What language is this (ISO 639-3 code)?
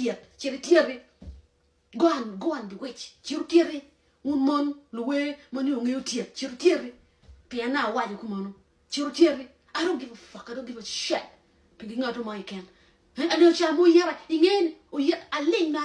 ach